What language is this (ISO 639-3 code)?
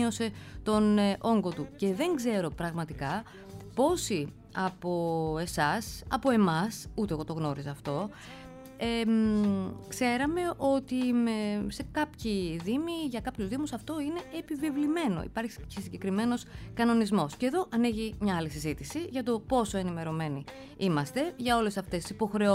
ell